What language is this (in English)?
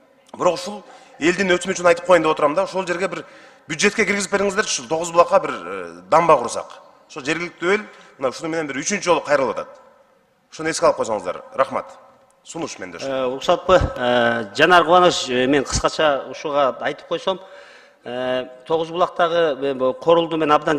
Kyrgyz